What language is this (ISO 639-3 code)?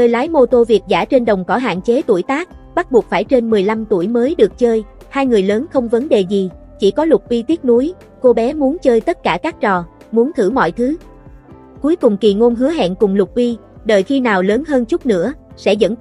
vie